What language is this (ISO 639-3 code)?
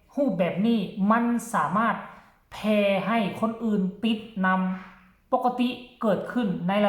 tts